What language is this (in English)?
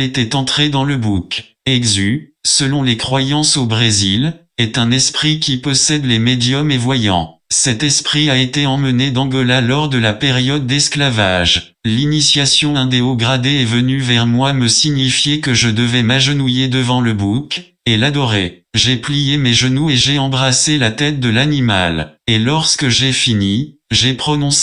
French